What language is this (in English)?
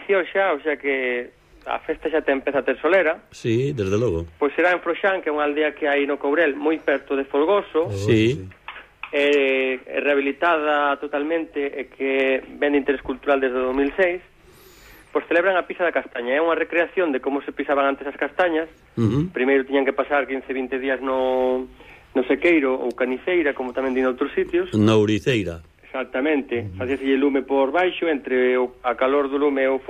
Galician